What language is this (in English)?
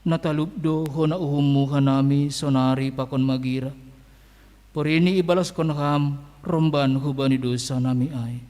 Batak Simalungun